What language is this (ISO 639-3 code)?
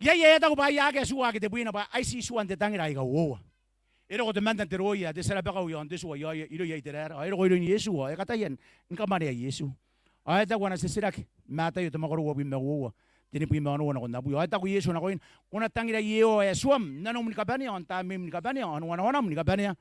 gil